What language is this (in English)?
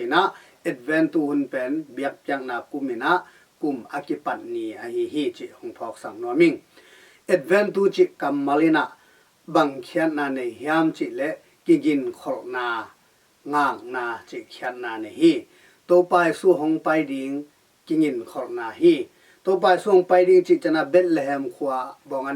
Tedim Chin